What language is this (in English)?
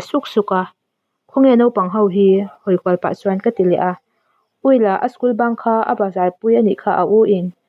Mizo